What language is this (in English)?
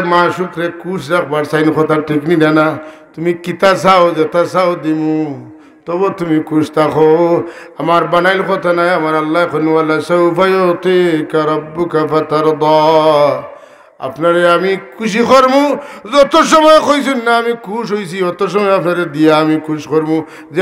Sylheti